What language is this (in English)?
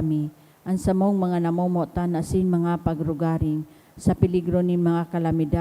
Bikol